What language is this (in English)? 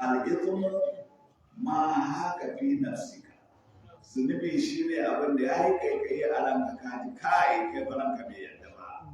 Hausa